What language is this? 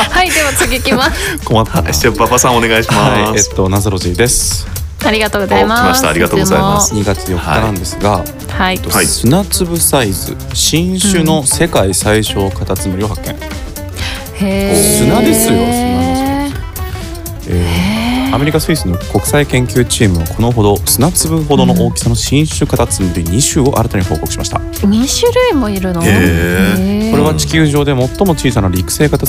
Japanese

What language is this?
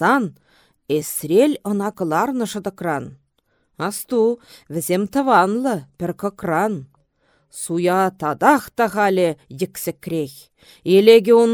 Chuvash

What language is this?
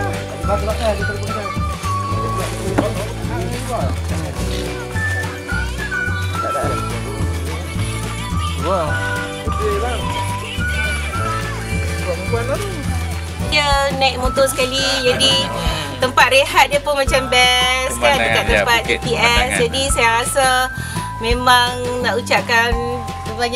Malay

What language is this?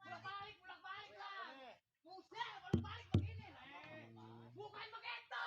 Betawi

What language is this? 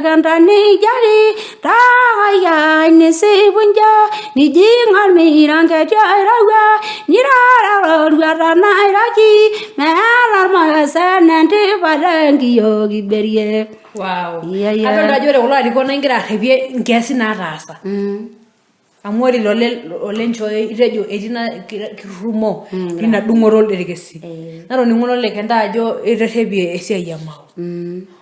Masai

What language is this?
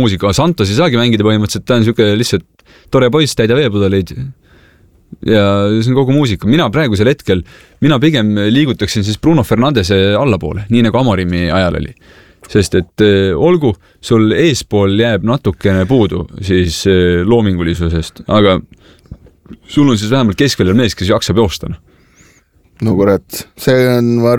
Estonian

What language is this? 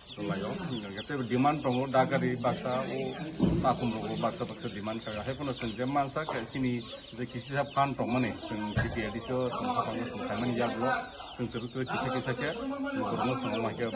Kok Borok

